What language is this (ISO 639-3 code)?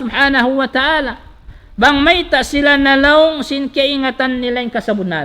tsg